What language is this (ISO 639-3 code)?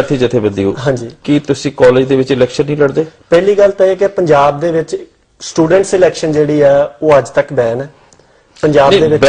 pan